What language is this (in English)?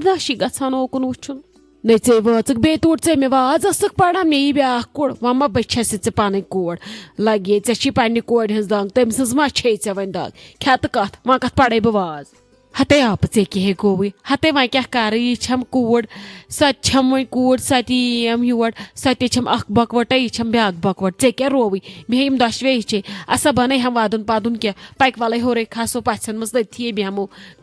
Kashmiri